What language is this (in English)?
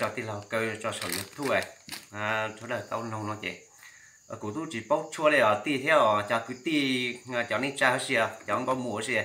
Hmong